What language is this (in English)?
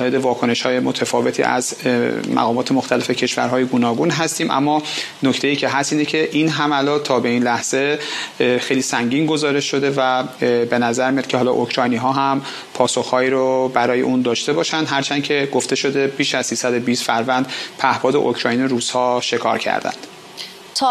Persian